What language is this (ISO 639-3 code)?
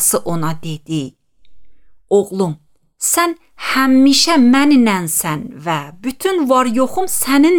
aze